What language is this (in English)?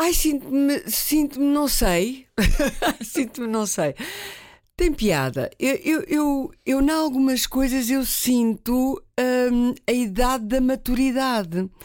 Portuguese